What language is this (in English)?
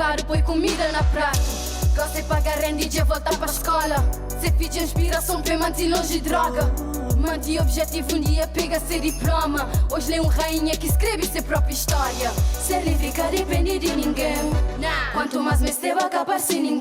Kabuverdianu